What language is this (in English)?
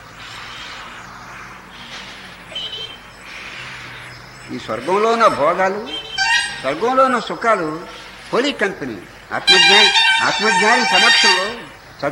Telugu